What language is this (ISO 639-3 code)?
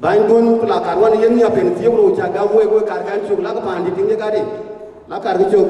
din